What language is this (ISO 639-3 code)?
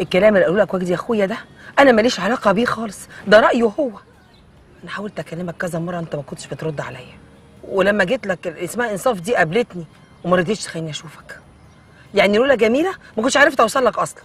arz